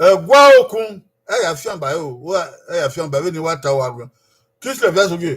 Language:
Bini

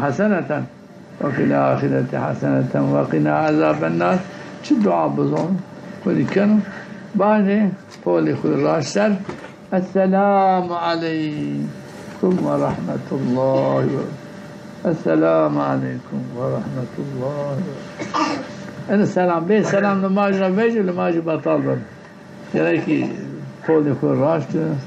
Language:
Zaza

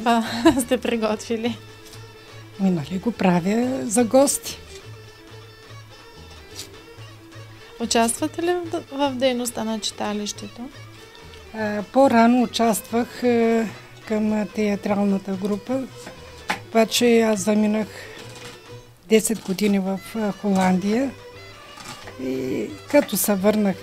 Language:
Bulgarian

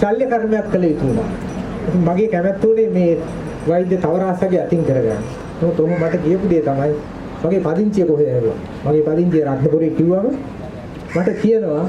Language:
Sinhala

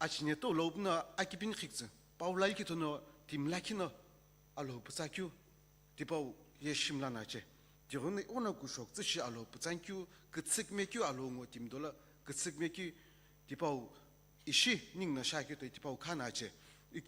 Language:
Sumi Naga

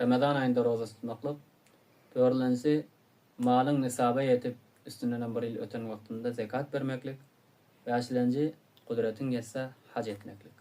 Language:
Turkmen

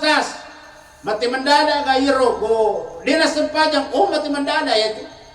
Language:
Buginese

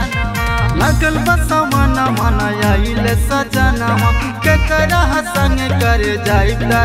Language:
Bhojpuri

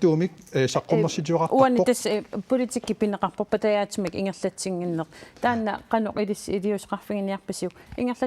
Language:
Kalaallisut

